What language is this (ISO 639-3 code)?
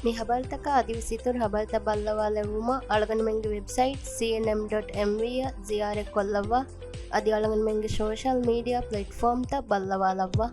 div